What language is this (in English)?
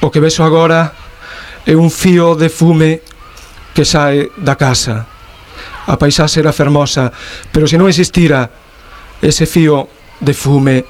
Galician